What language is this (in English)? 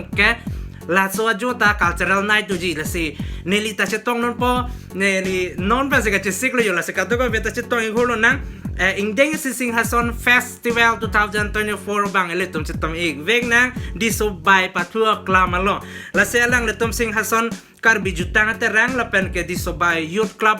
Karbi